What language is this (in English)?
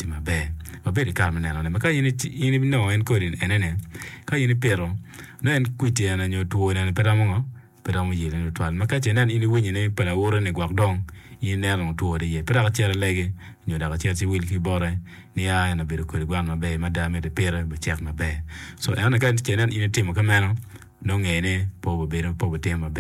Acoli